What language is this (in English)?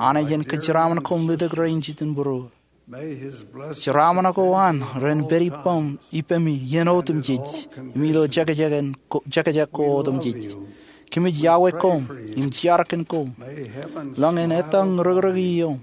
Marshallese